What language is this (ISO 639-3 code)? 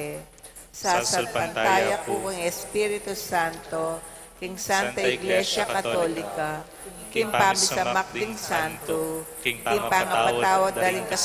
pam